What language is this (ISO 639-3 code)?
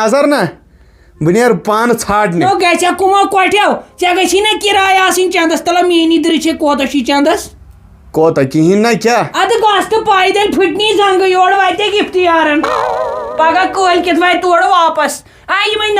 kas